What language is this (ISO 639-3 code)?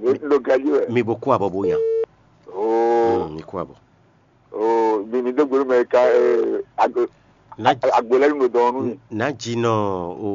fon